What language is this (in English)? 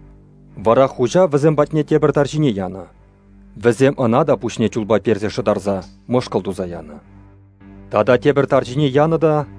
Chuvash